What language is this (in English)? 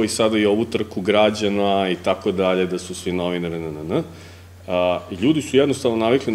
Serbian